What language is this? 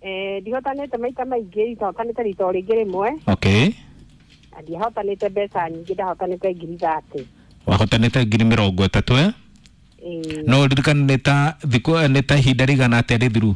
Kikuyu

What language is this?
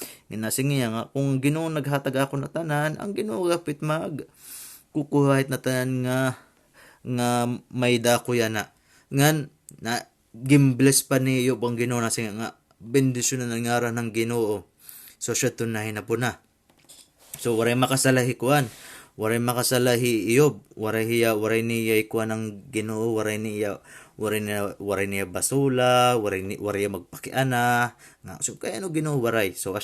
Waray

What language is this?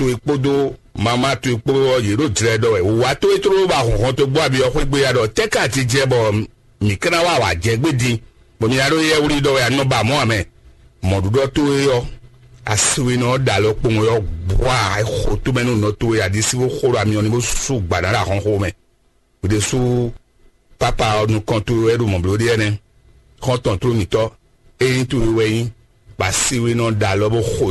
Fon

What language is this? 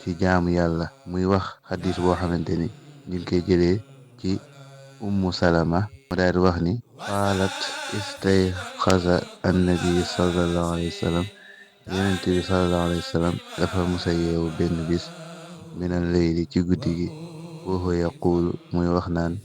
Wolof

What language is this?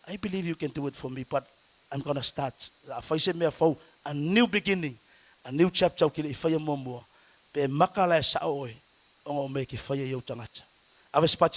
Samoan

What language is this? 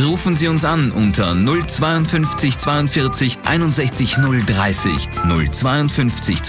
German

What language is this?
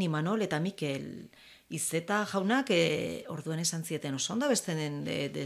Basque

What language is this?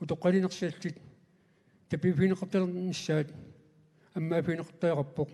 Kalaallisut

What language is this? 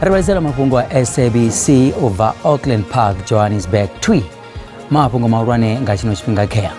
Venda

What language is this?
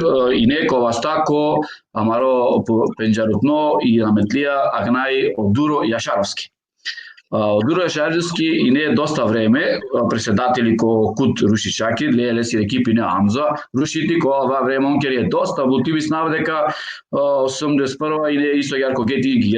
Balkan Romani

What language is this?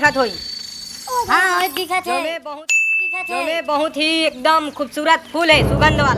Chhattisgarhi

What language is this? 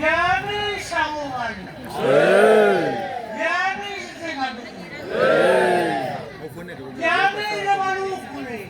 Nias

